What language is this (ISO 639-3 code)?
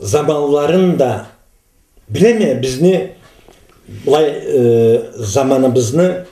krc